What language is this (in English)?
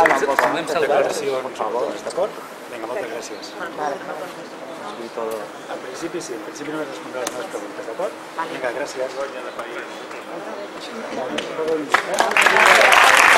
Catalan